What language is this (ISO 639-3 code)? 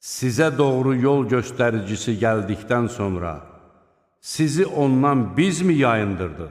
aze